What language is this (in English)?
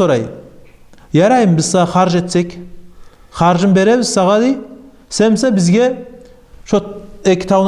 Kumyk